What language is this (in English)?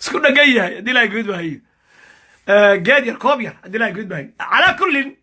Somali